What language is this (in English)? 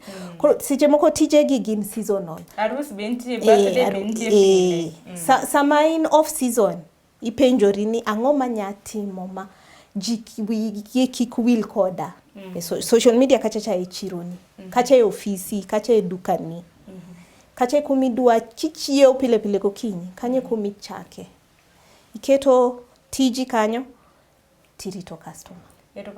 Luo (Kenya and Tanzania)